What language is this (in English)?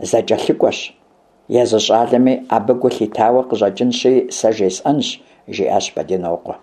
Kabardian